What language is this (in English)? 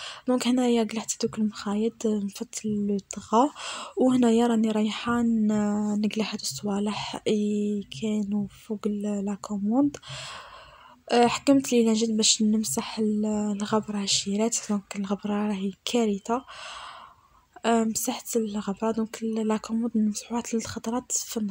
Algerian Arabic